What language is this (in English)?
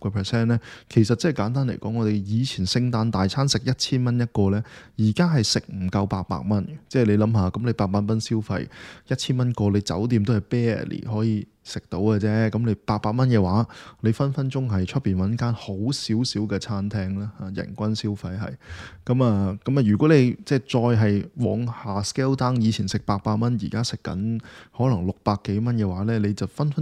Cantonese